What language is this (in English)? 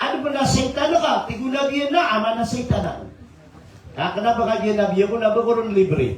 Maranao